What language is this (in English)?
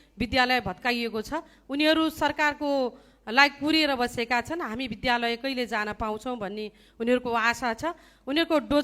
Nepali